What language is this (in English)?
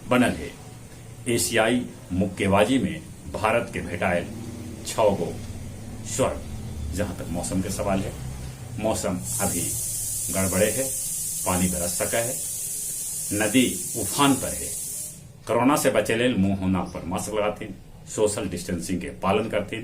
Magahi